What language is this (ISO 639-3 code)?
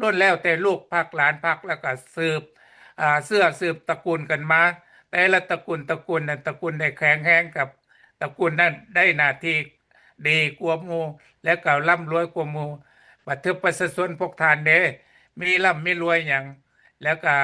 lao